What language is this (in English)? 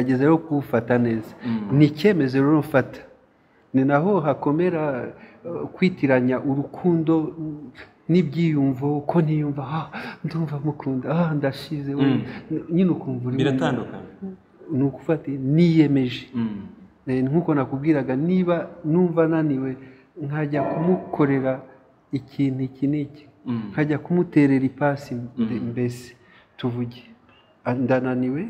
Kinyarwanda